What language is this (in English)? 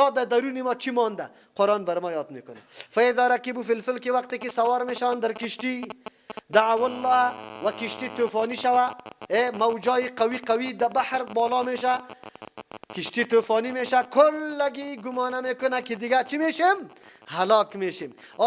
Persian